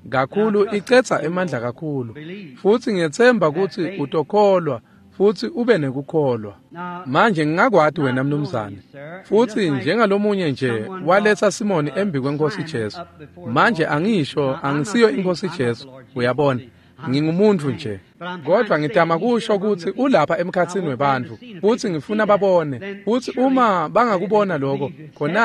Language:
Swati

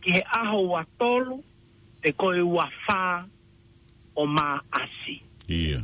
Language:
Tongan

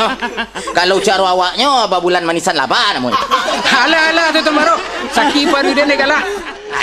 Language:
Minangkabau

